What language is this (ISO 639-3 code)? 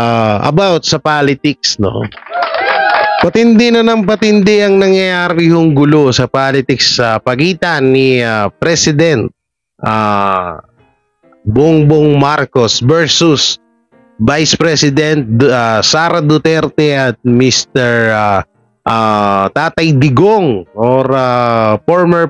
fil